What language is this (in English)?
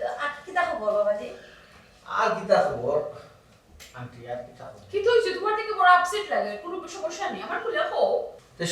Sylheti